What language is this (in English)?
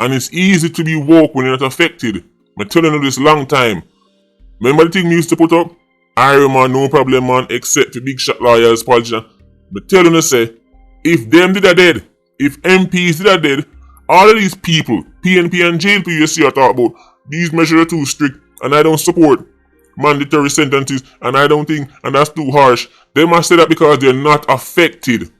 Jamaican Creole English